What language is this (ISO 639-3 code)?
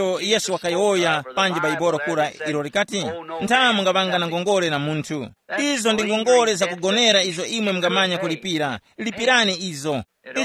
tum